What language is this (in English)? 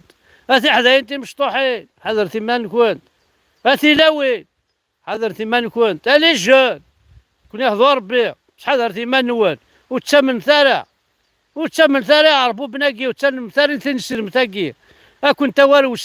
Kabyle